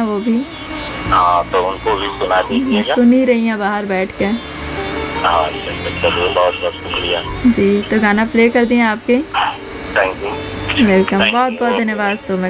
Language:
Hindi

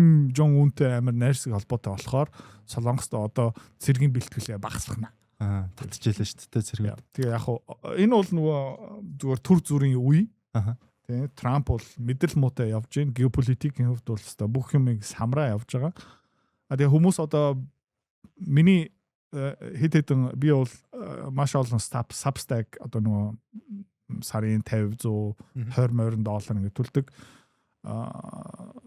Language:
Mongolian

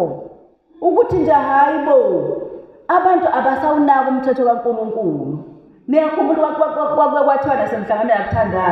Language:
Zulu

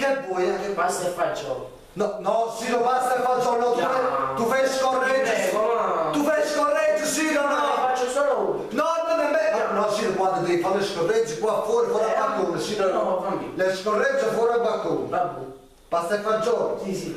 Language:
Neapolitan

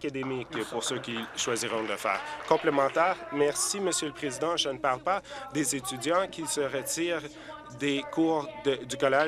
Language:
French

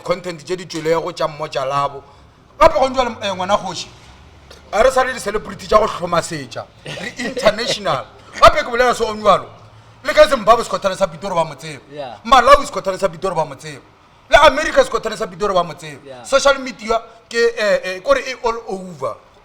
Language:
Northern Sotho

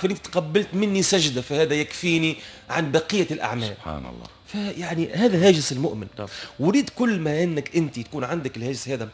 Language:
Tunisian Arabic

